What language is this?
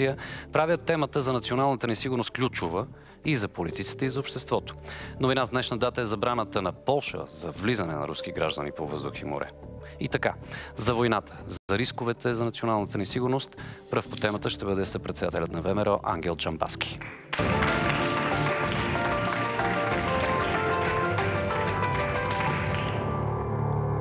Bulgarian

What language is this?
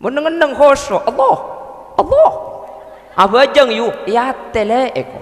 Madurese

